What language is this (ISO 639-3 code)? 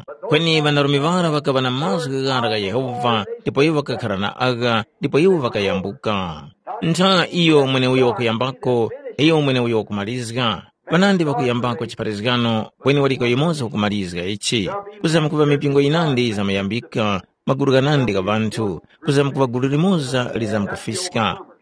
tum